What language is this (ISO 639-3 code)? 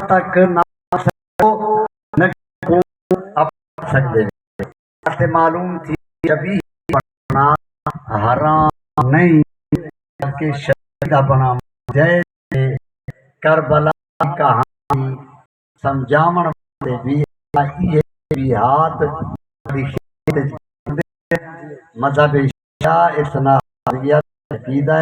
skr